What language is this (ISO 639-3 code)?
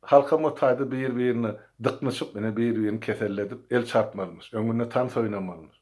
tuk